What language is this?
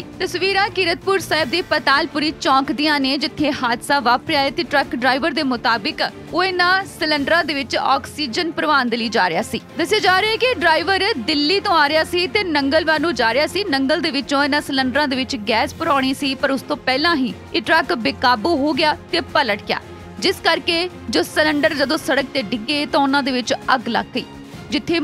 Punjabi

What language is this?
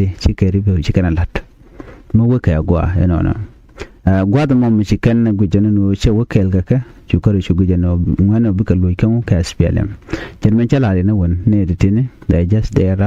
Nuer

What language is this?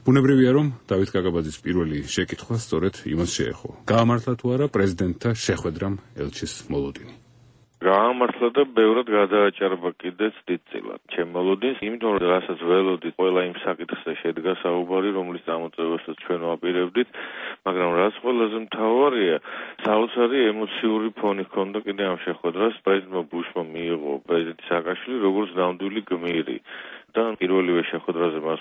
Georgian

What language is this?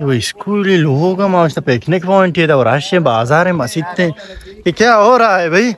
Baluchi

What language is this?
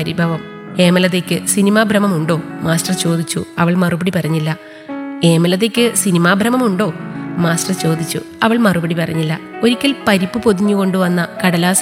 Malayalam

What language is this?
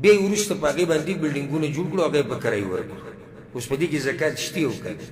Pashto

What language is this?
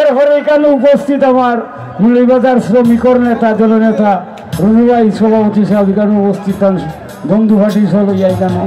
Sylheti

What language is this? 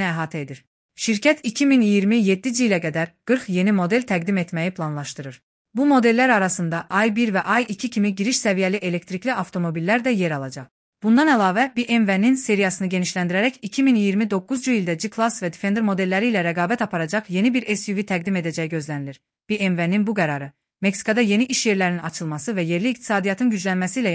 Azerbaijani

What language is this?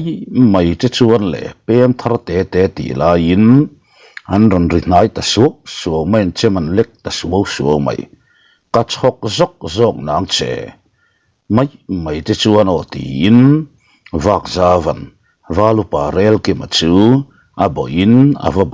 Mizo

